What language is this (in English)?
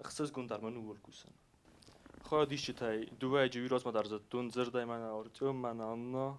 Ossetic